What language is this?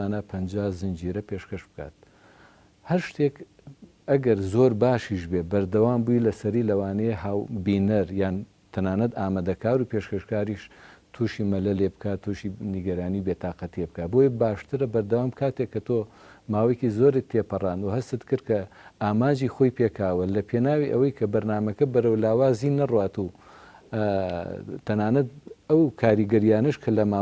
Central Kurdish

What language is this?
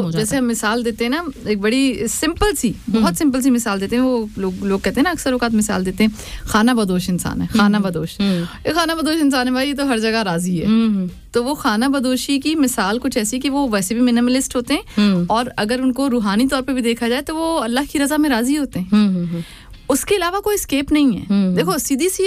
Urdu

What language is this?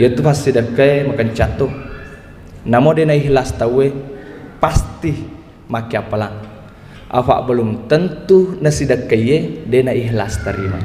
Buginese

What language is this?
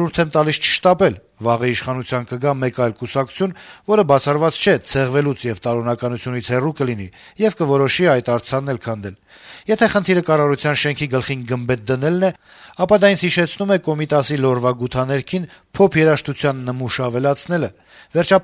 Armenian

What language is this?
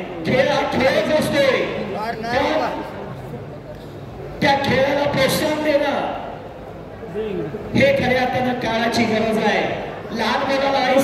Marathi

